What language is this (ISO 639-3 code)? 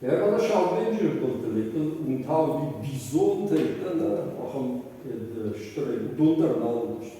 oss